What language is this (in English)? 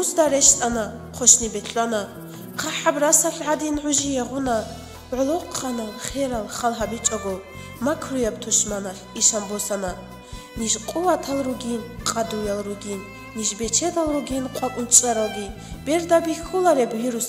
Avaric